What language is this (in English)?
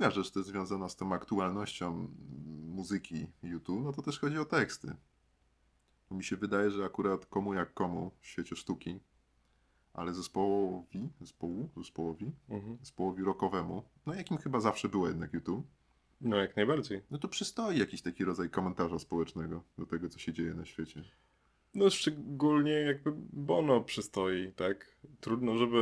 Polish